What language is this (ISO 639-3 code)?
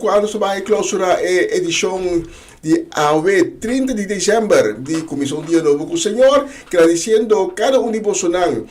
pap